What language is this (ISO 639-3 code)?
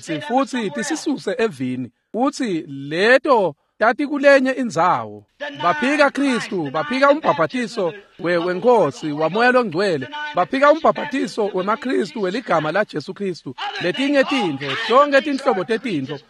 ssw